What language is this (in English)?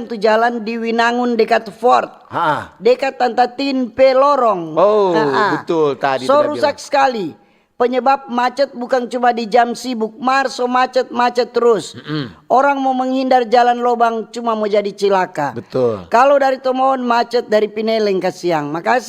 Manado Malay